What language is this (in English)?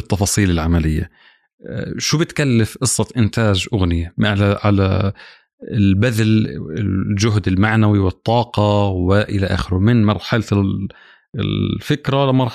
North Levantine Arabic